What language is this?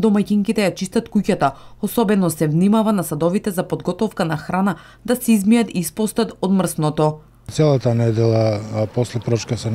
Macedonian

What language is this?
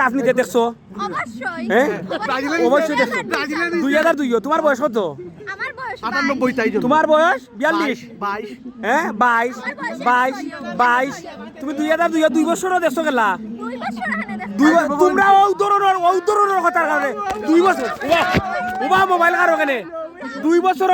Sylheti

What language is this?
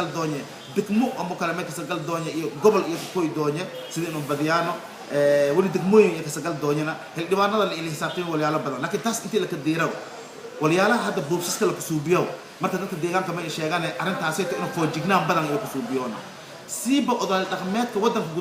Somali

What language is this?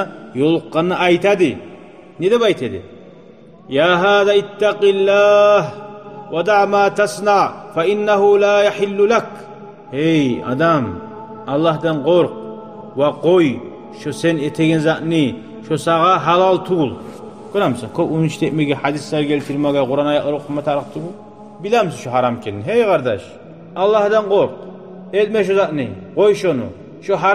Kumyk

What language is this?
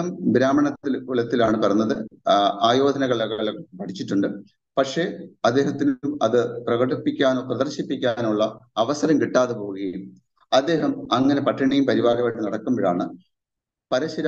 Malayalam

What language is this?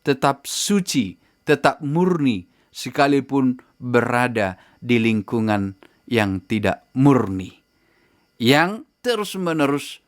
Batak Toba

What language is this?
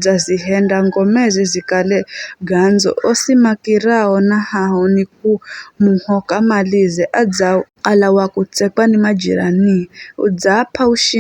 Giryama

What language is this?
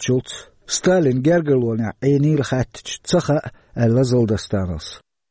Chechen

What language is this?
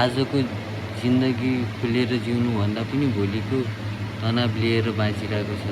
Nepali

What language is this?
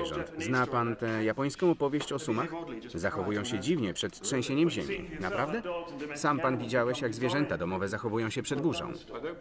Polish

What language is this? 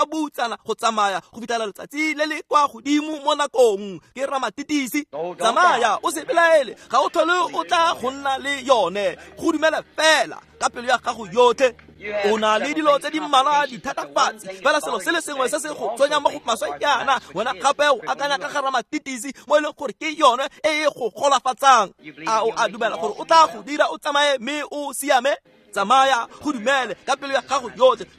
Tswana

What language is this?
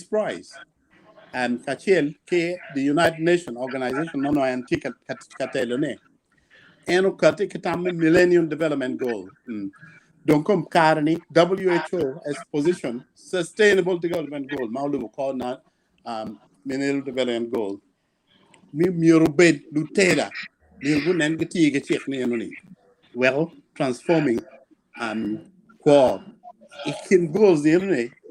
Acoli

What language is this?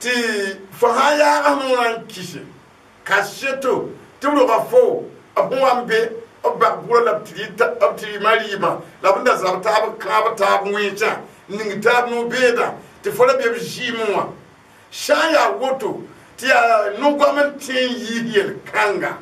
Mossi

